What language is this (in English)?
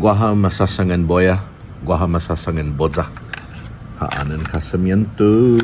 Chamorro